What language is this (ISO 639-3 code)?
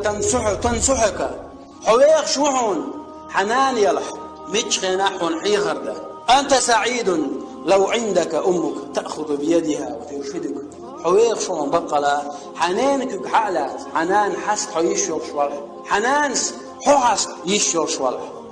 che